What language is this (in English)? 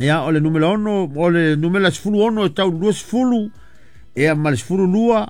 Samoan